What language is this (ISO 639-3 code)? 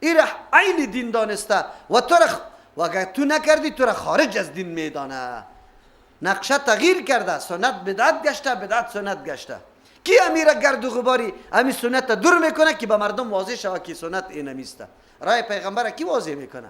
fas